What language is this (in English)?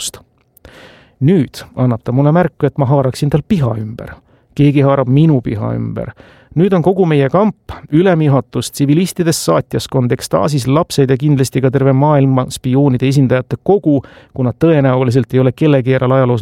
Estonian